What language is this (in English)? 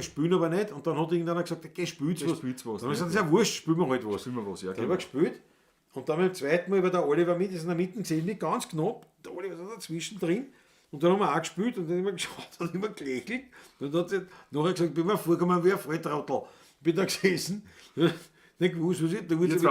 Bavarian